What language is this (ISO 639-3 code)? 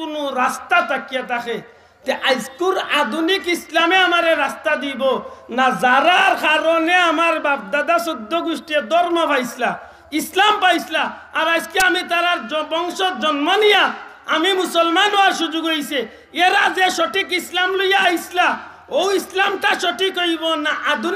syl